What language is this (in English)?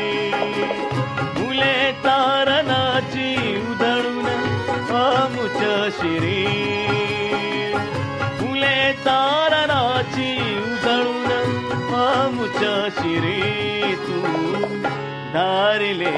Marathi